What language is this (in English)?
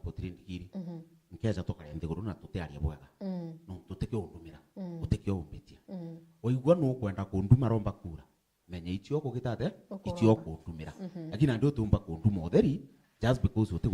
Meru